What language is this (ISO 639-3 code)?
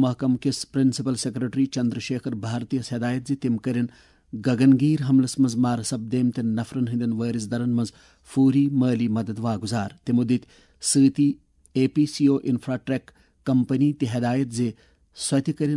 kas